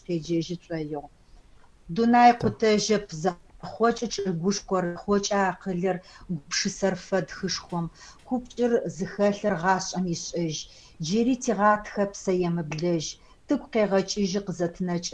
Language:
Adyghe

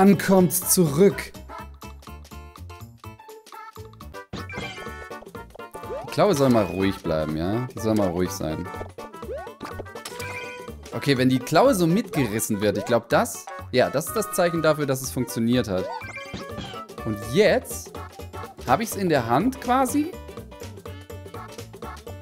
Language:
German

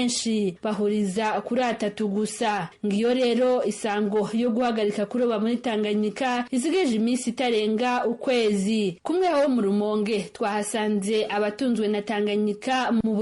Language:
Rundi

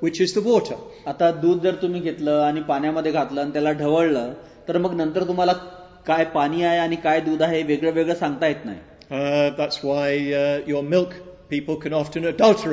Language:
Marathi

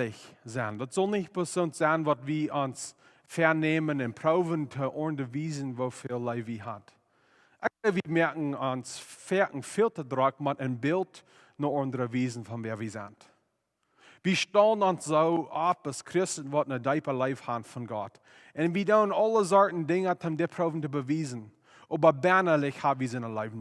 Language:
Plautdietsch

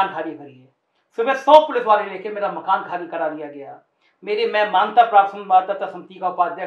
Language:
Hindi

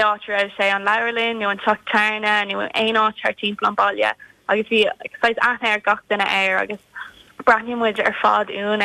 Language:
Irish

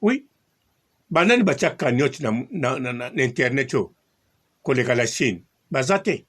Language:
Lingala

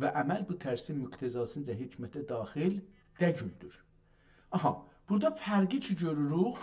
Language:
South Azerbaijani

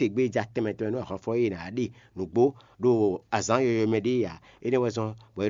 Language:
Fon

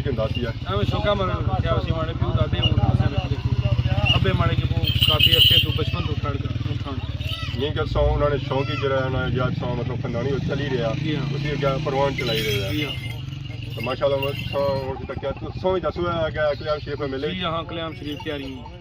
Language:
Pahari-Potwari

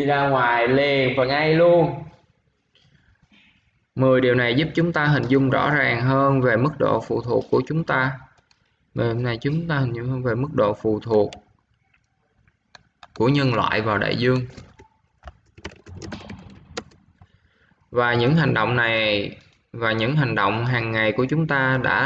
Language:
Vietnamese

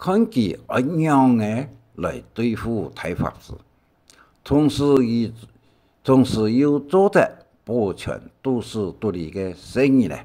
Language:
Hakka Chinese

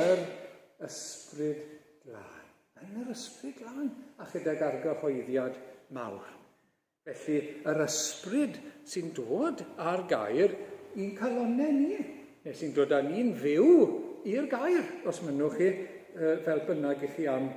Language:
Welsh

